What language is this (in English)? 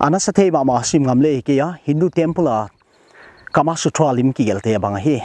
Paite Chin